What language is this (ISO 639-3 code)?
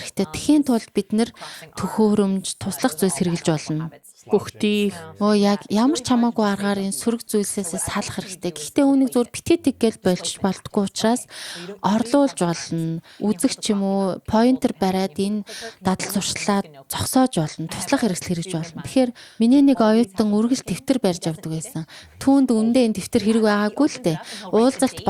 mon